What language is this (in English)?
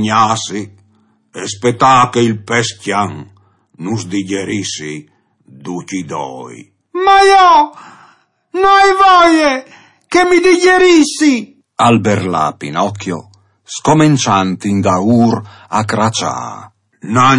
Friulian